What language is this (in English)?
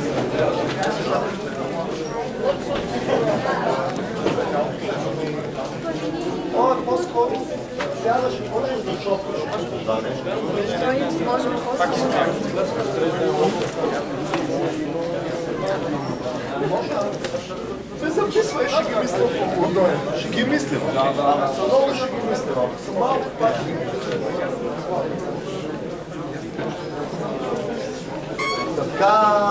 Bulgarian